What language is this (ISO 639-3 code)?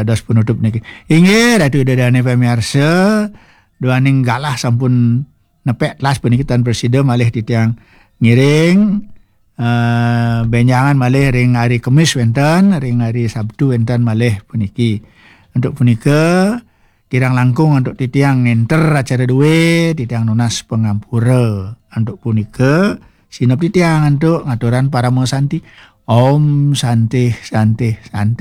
ban